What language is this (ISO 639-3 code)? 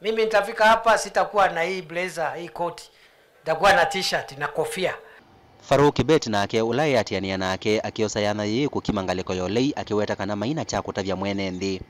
kam